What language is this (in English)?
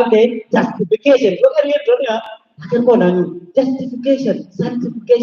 Nuer